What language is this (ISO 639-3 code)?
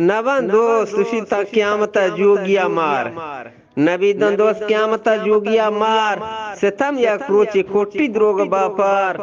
bgp